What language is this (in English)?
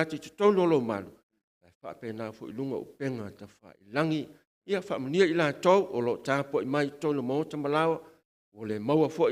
Samoan